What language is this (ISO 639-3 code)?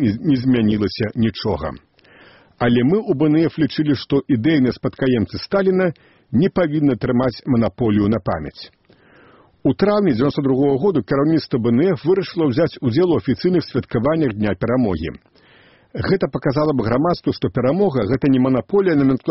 bel